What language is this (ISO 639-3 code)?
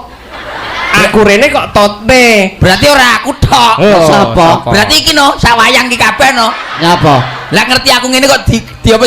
jav